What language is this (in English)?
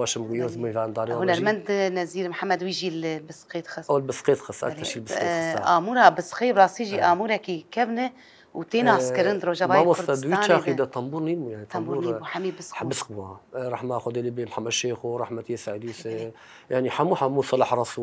Kurdish